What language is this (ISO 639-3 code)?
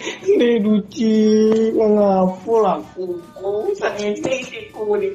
min